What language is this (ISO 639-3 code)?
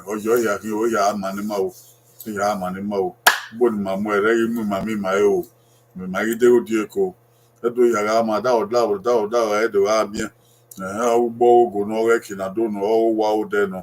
bin